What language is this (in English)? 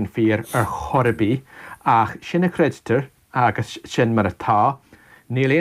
Irish